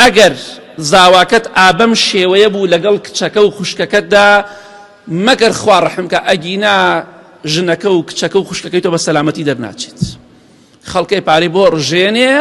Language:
Central Kurdish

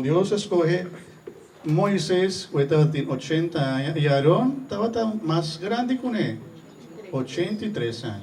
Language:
Papiamento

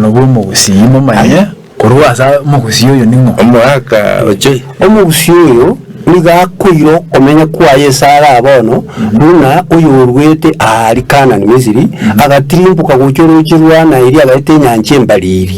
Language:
Gusii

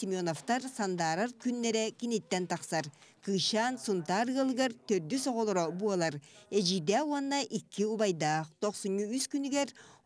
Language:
Yakut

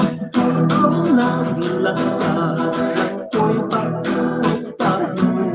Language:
Hiligaynon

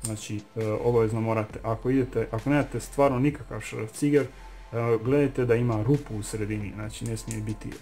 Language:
Croatian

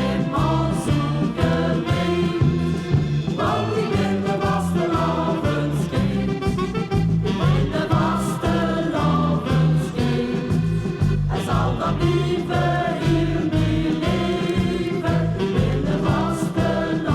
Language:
Limburgish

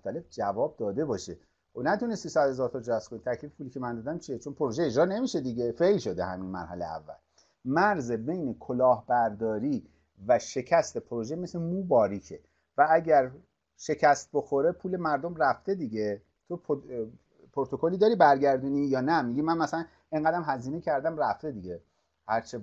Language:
Persian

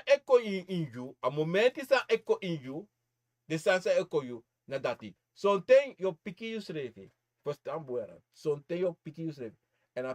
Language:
Sranan Tongo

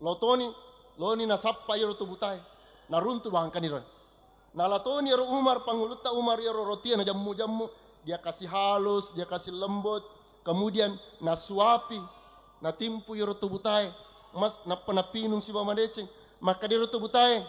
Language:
Buginese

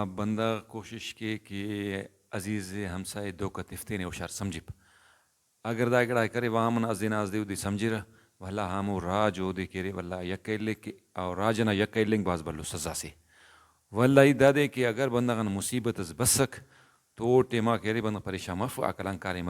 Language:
Brahui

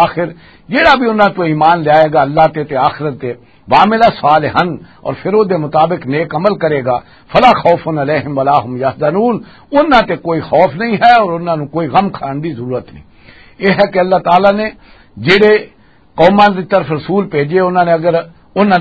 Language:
Western Panjabi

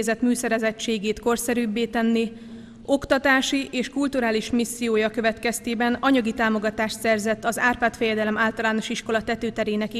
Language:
Hungarian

